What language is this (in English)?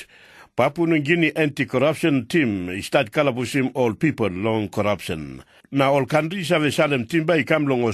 Tok Pisin